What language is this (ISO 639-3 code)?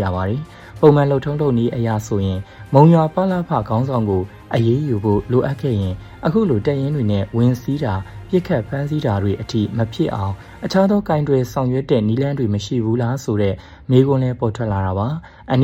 mya